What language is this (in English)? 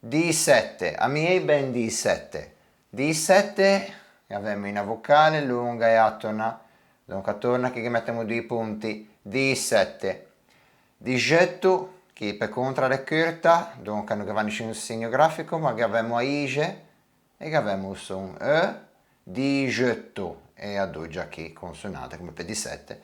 Ligurian